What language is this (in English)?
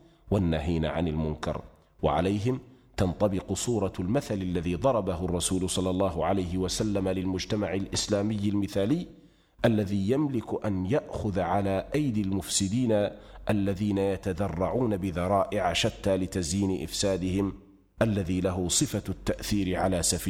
Arabic